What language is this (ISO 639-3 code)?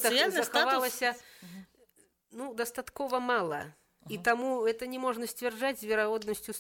bel